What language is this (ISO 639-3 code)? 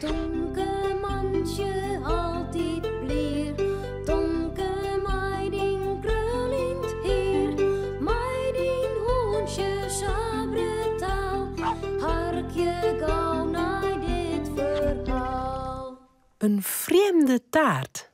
fry